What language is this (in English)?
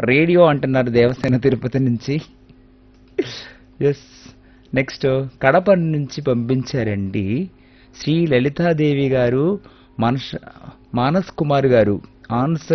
Telugu